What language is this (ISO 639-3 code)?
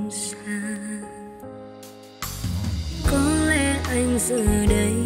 vie